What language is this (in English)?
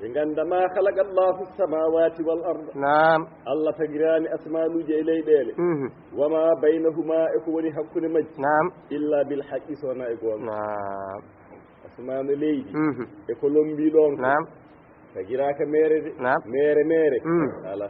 Fula